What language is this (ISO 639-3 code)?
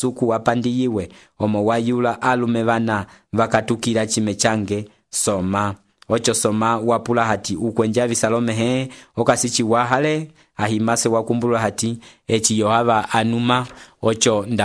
umb